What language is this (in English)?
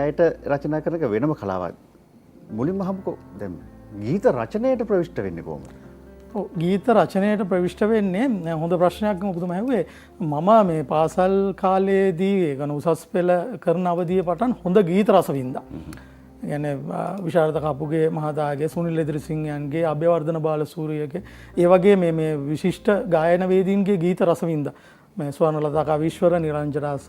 Sinhala